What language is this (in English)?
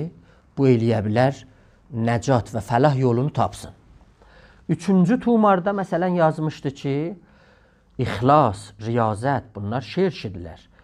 South Azerbaijani